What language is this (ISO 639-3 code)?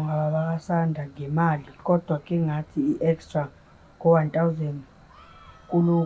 zul